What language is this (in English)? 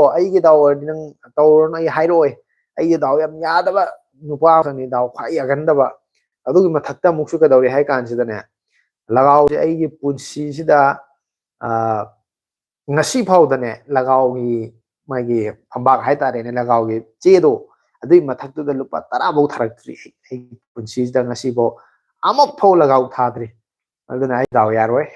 Manipuri